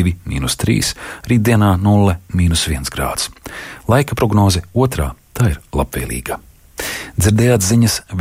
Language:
Latvian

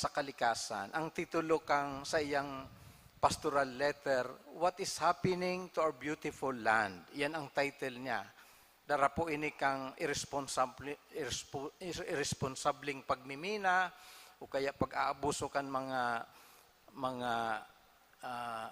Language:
Bikol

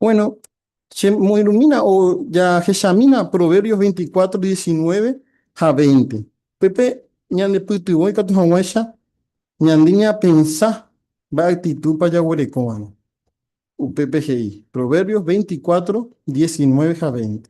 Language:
Guarani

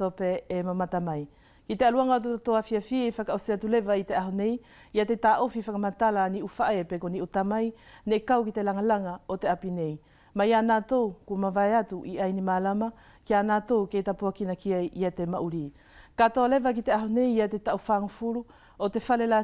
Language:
Wallisian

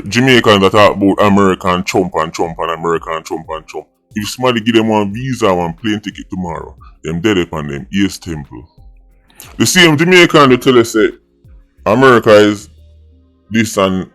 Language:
Jamaican Creole English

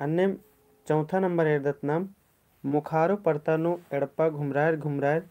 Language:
Kurukh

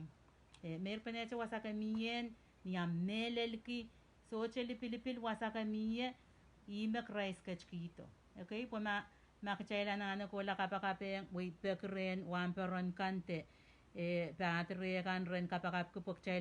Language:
Pohnpeian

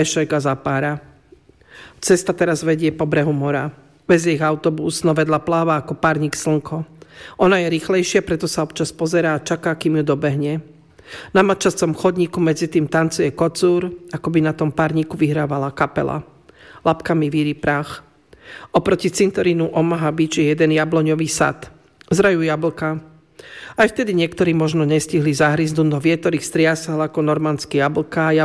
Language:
Slovak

